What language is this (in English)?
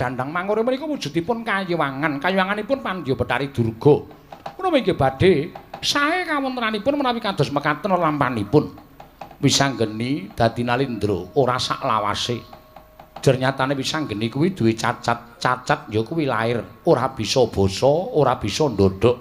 Javanese